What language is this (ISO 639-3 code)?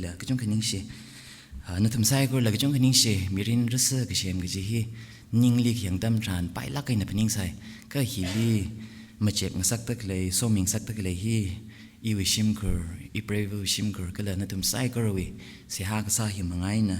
nmf